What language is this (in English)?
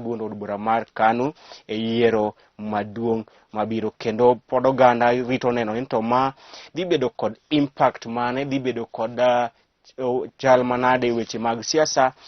Luo (Kenya and Tanzania)